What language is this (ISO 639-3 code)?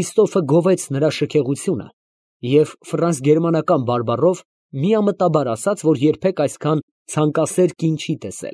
hye